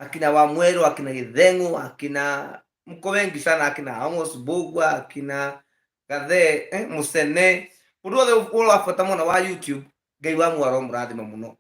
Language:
Kikuyu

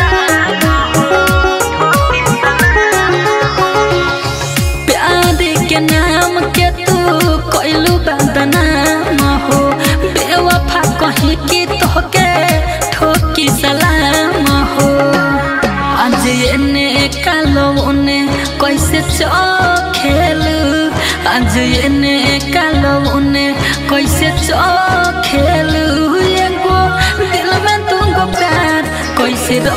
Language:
Bhojpuri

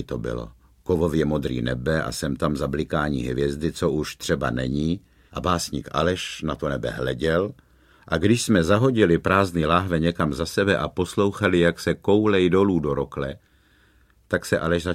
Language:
Czech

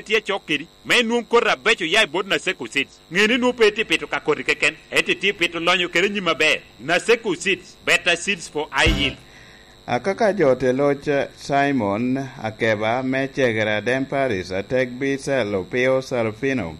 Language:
Lango (Uganda)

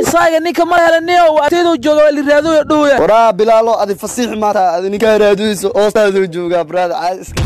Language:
Somali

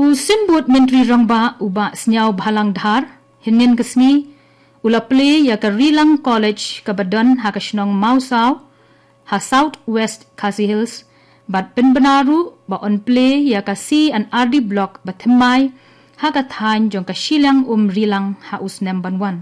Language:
Khasi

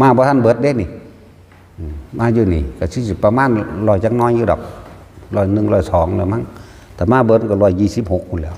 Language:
Northeastern Thai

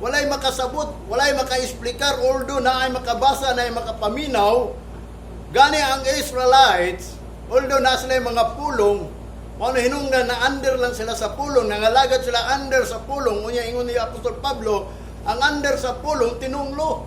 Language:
Cebuano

